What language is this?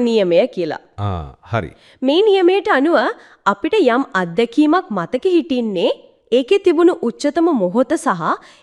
Sinhala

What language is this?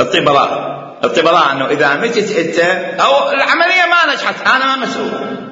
Mesopotamian Arabic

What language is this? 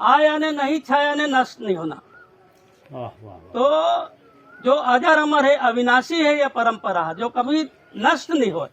Chhattisgarhi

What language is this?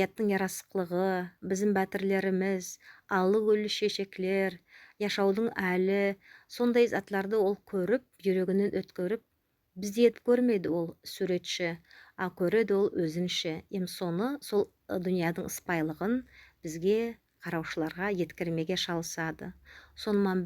Nogai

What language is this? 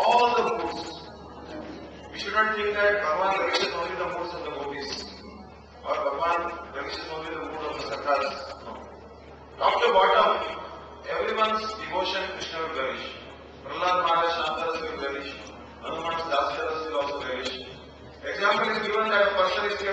English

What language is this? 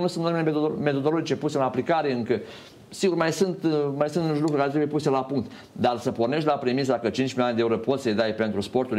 Romanian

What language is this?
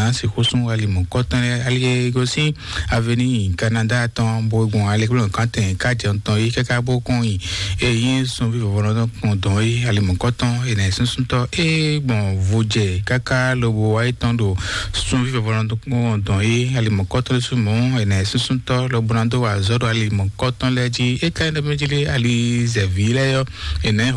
Fon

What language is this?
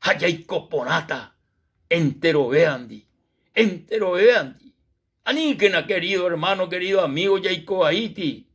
Guarani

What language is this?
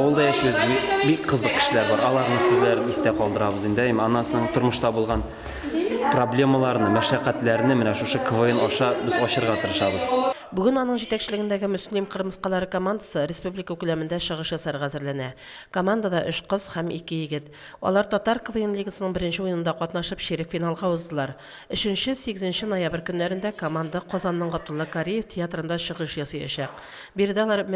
Tatar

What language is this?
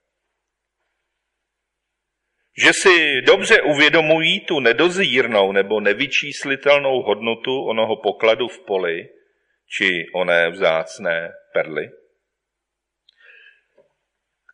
Czech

